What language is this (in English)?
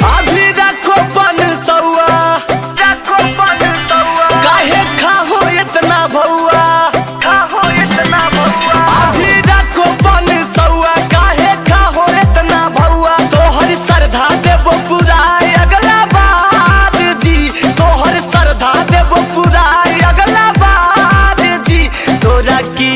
Magahi